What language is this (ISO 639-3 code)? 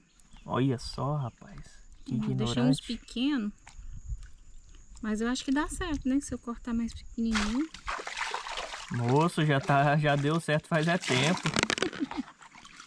por